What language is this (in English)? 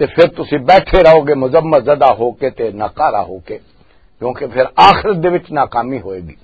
Western Panjabi